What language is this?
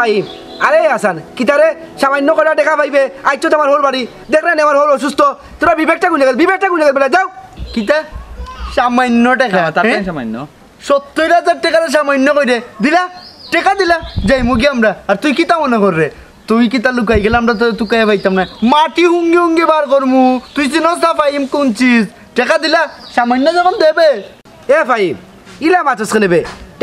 Sylheti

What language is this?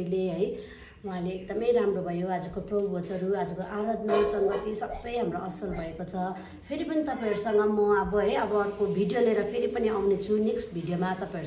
Nepali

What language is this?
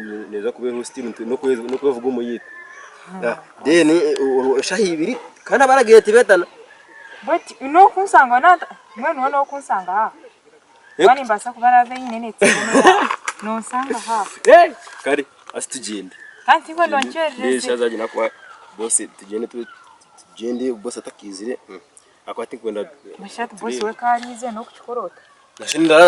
Nyankole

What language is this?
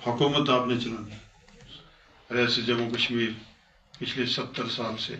Gujari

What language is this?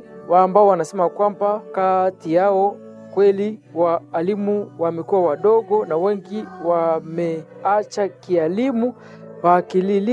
Swahili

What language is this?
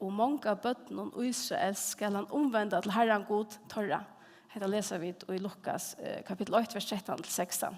Faroese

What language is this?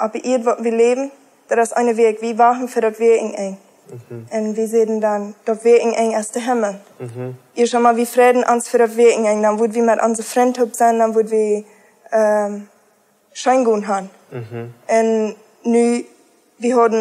Plautdietsch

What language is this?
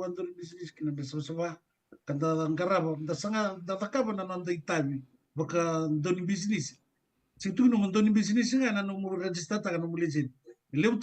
Fijian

